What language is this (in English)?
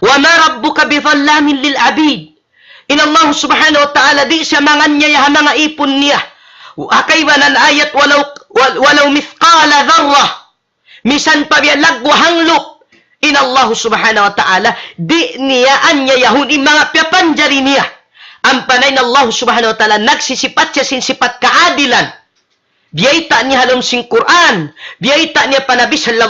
Tausug